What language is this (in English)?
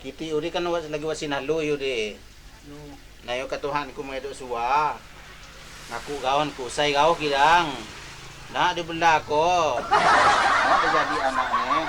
Lampung Api